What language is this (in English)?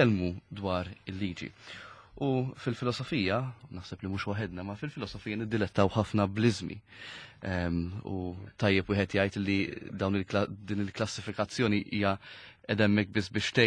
Maltese